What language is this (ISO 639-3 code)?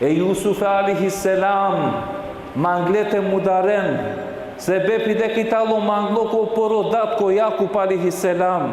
rmn